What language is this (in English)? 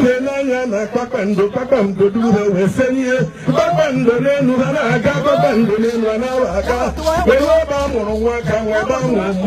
Igbo